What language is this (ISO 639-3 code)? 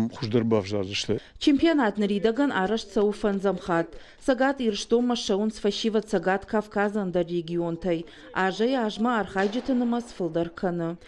oss